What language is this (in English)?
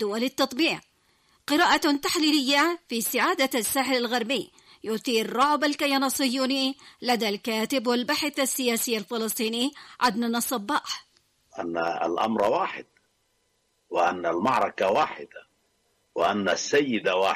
Arabic